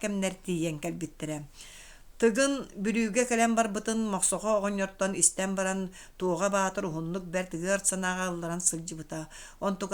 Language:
Yakut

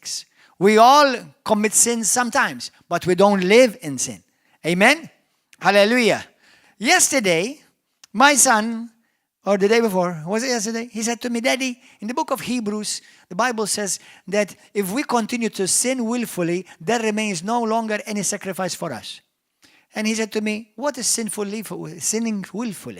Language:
English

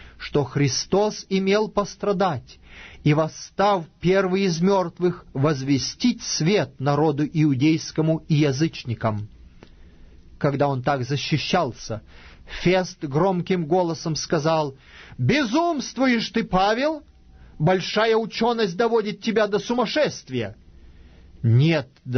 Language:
Russian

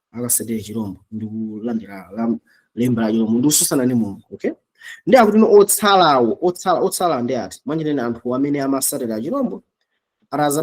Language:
Nyanja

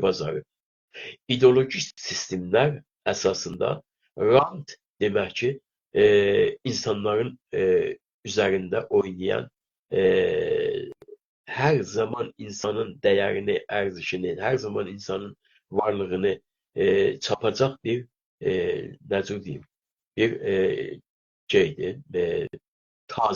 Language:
South Azerbaijani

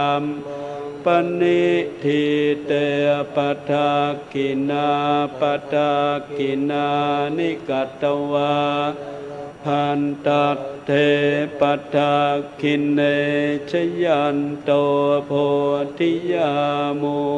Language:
Pali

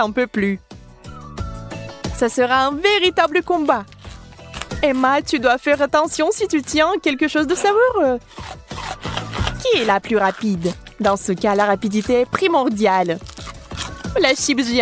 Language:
French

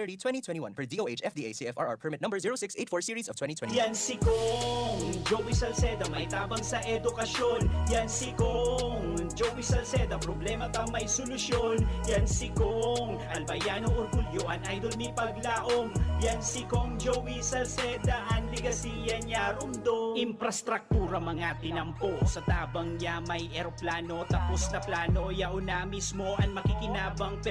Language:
Bikol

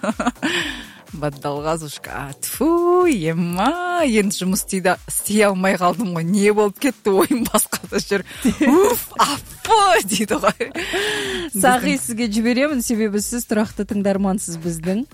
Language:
Kazakh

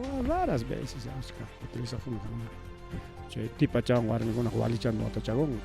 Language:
Ayacucho Quechua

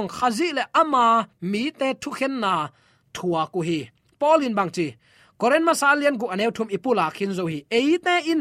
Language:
Tedim Chin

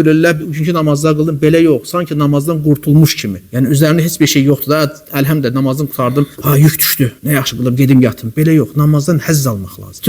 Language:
Azerbaijani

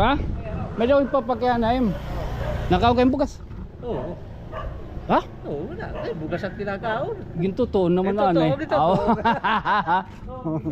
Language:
Waray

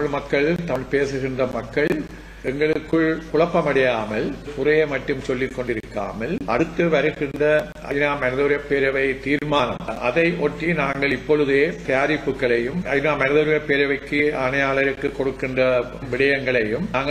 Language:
Tamil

